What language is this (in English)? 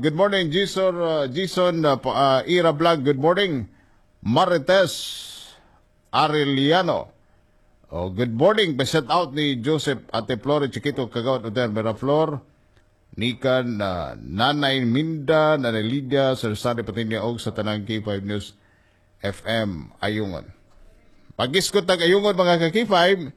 Cebuano